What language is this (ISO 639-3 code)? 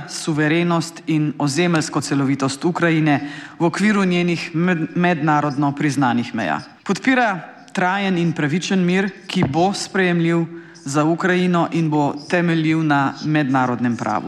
slv